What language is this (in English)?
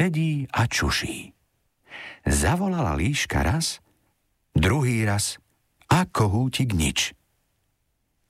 Slovak